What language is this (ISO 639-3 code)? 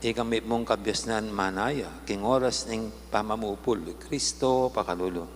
pam